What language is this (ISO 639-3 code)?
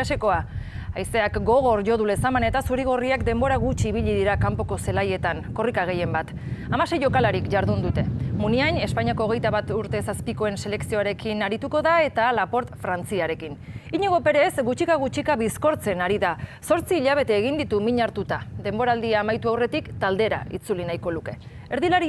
eus